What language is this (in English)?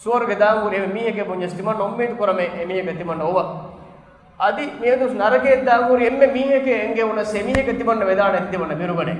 Divehi